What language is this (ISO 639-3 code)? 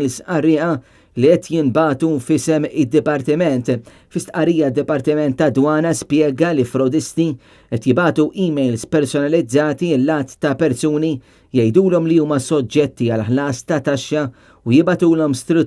mlt